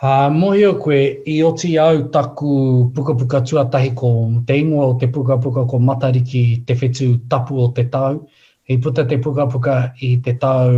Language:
Māori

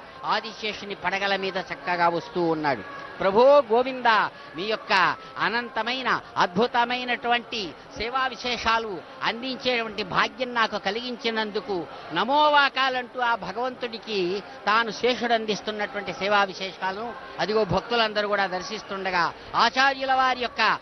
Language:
Telugu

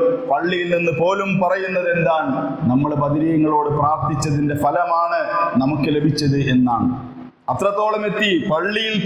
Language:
Malayalam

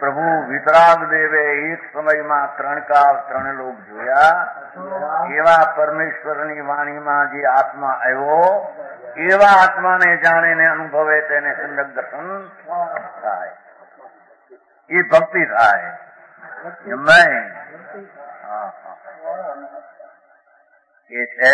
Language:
Gujarati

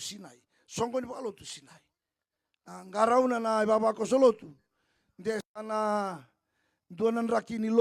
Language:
Fijian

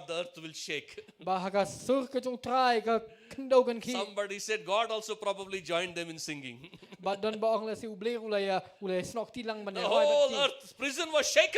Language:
Khasi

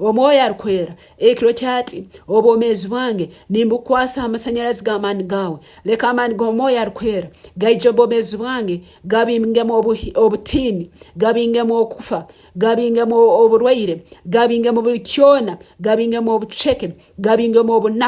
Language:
Nyankole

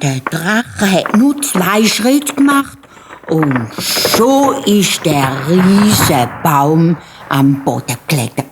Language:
Swiss German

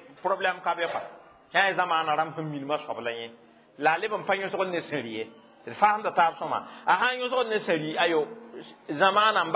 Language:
Mossi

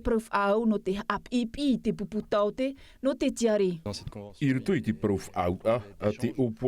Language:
Tahitian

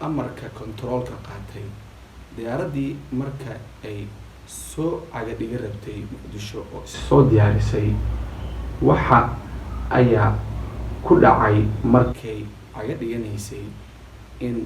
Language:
Somali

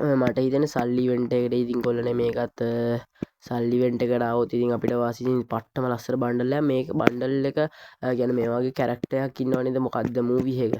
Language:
Sinhala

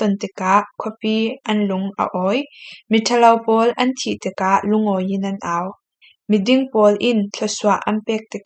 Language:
Falam Chin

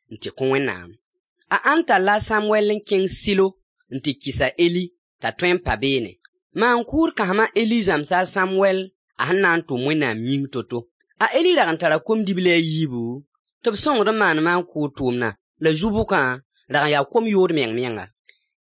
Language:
Mossi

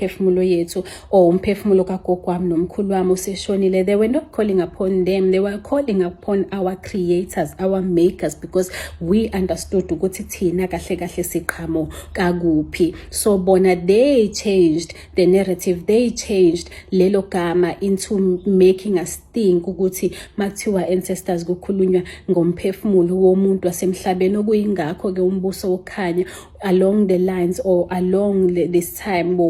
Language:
Zulu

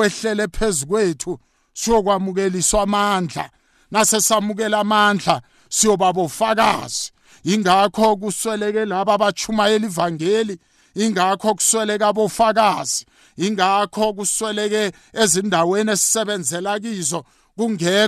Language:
South Ndebele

